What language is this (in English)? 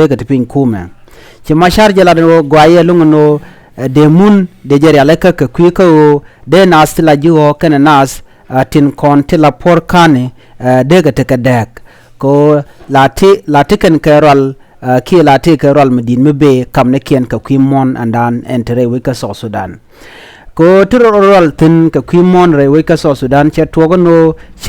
Nuer